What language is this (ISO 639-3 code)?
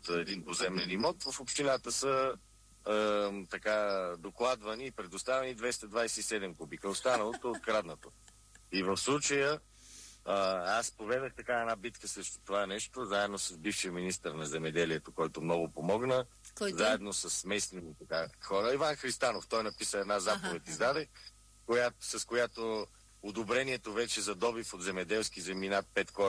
bul